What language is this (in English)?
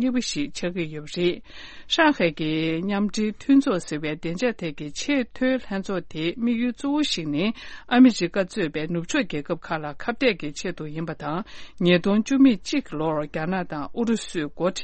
Tibetan